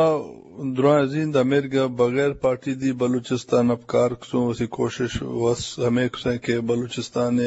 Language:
Eastern Balochi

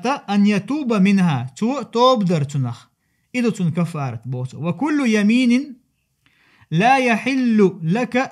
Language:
Chechen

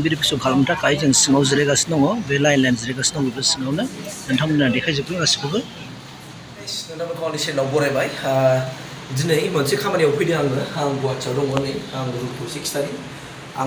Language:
Bodo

